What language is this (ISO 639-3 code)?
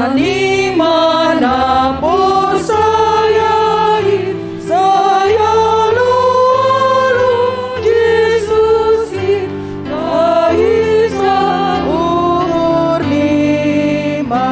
bts